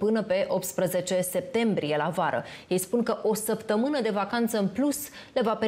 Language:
Romanian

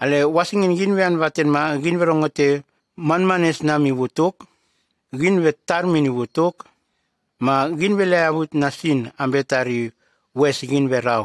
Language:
Nume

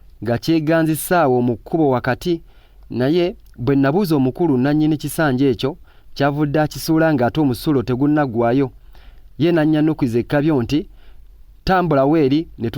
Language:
Ganda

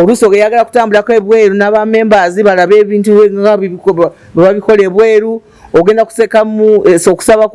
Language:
Ganda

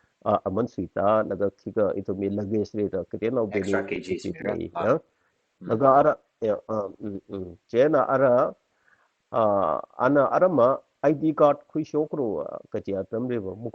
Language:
Tangkhul Naga (India)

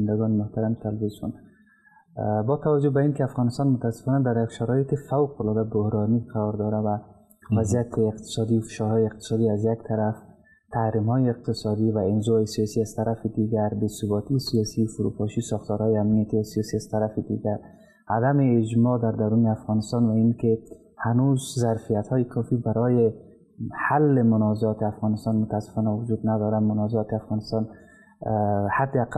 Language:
Persian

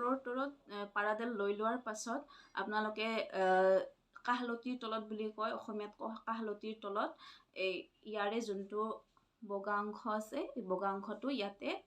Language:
Assamese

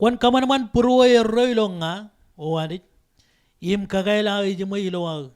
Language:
Marshallese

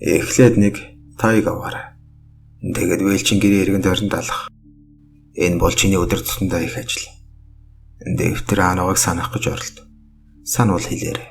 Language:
Mongolian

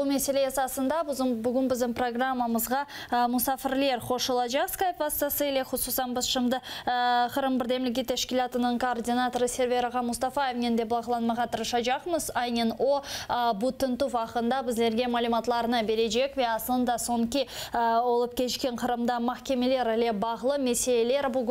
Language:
Crimean Tatar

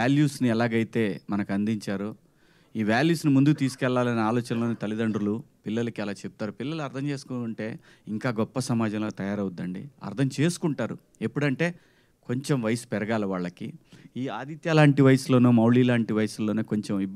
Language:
Telugu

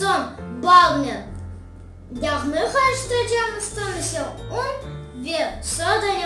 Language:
Crimean Tatar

